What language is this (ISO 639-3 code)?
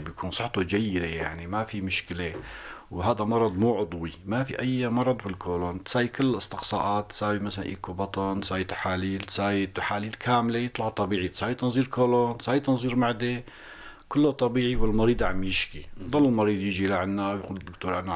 apc